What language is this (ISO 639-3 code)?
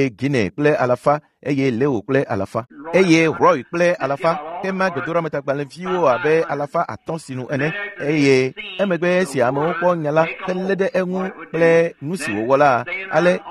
ewe